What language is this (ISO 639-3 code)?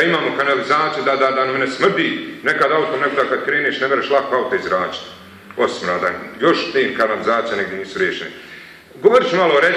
bos